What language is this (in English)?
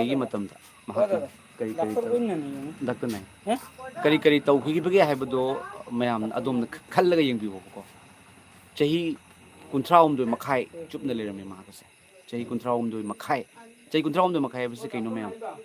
Manipuri